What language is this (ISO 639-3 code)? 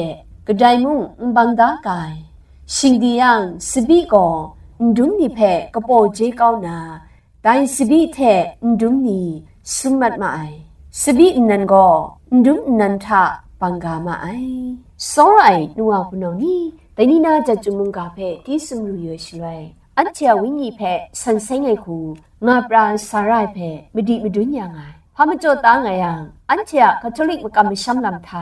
kac